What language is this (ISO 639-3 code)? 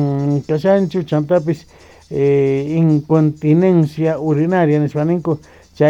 quh